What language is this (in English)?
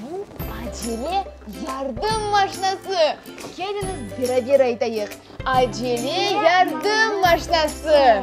Crimean Tatar